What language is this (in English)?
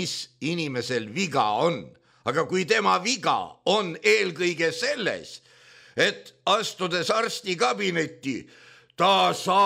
Estonian